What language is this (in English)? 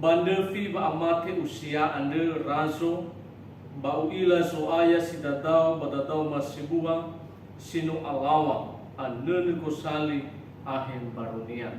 Nias